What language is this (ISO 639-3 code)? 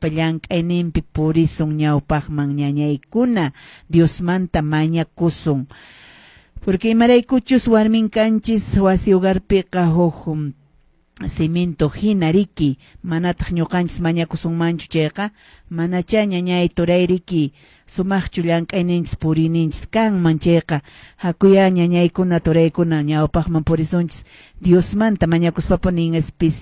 que